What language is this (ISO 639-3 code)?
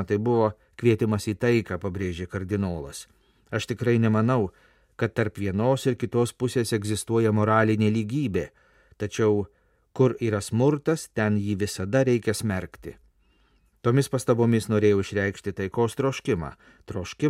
lit